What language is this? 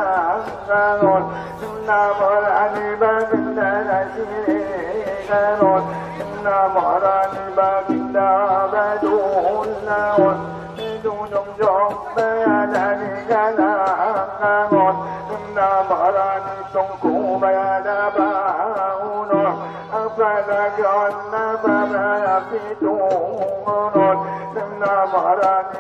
Batak Angkola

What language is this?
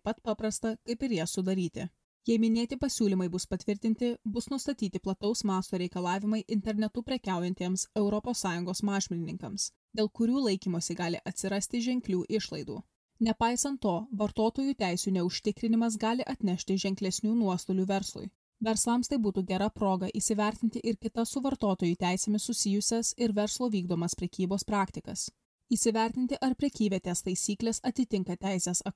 Lithuanian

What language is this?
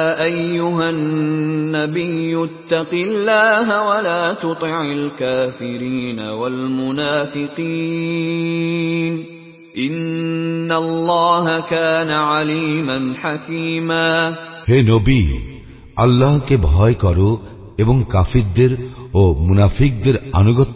Bangla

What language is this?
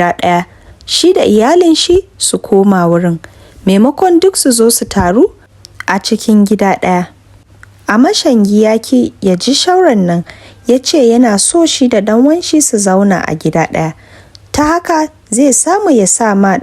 Hausa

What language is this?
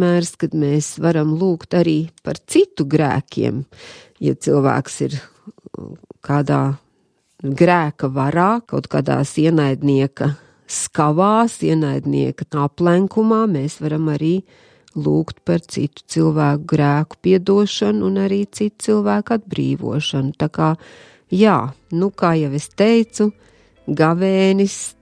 Latvian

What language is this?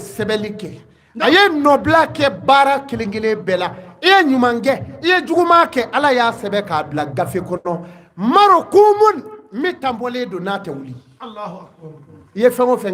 Bambara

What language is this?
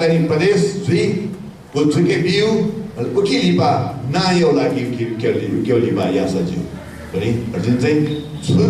Newari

